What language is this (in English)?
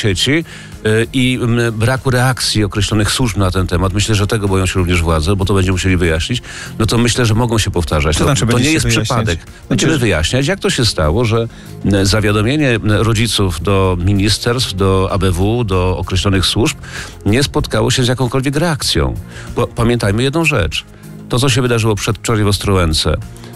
Polish